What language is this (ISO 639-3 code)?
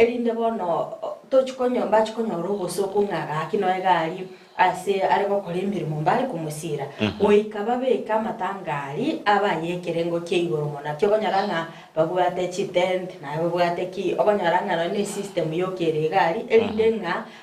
guz